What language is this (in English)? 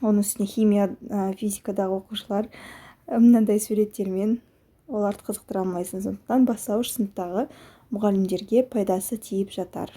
Kazakh